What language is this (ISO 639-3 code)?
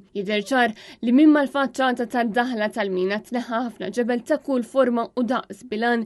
mlt